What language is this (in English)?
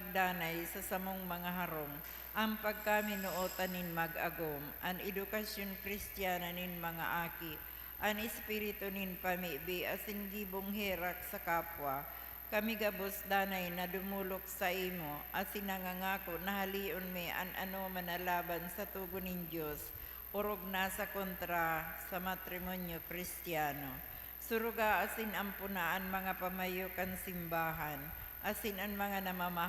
Bikol